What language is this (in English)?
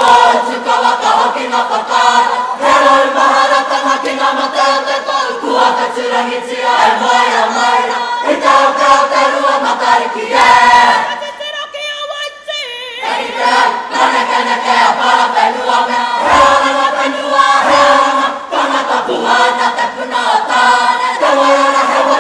Māori